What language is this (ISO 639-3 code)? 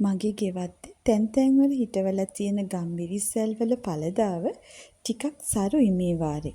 sin